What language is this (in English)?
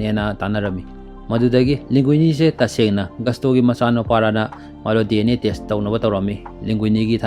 Manipuri